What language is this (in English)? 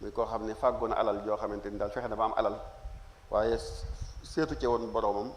Wolof